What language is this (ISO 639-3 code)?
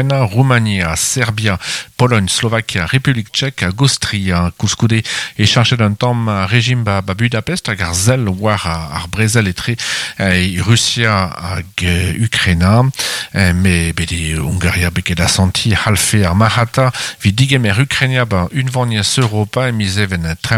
bre